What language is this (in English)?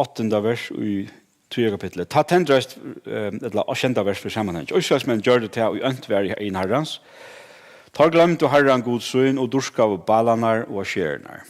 Faroese